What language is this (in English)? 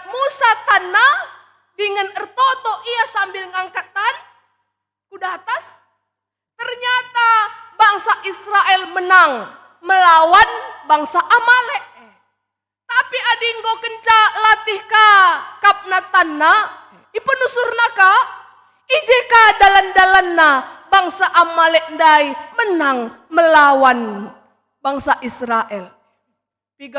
Batak Karo